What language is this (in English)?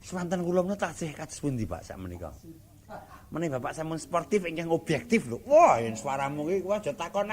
Javanese